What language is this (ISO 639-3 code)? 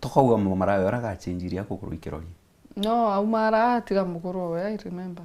mer